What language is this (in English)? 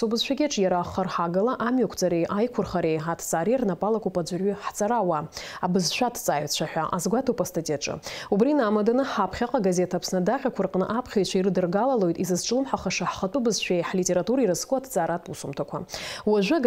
Abkhazian